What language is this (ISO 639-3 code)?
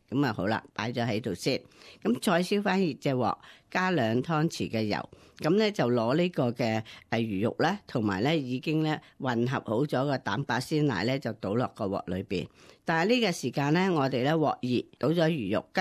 yue